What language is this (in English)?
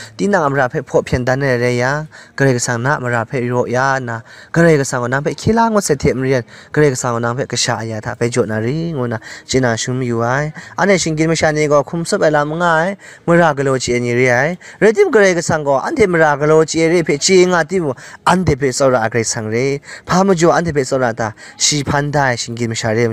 Kachin